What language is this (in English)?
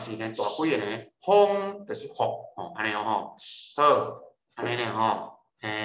Min Nan Chinese